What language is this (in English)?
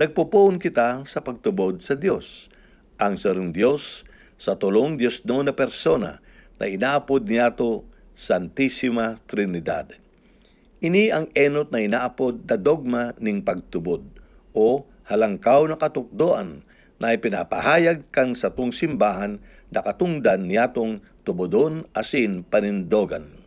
Bikol